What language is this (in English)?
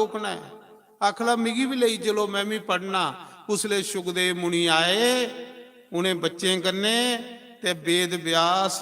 Dogri